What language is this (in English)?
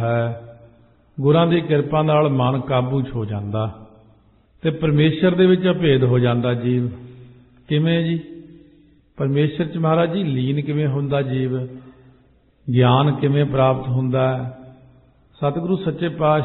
Punjabi